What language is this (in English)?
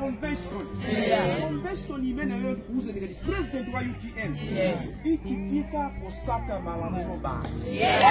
Nyanja